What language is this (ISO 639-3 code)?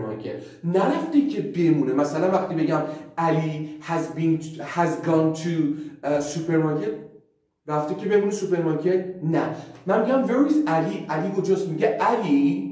fas